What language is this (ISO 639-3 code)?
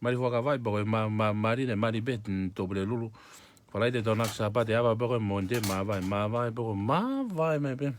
ton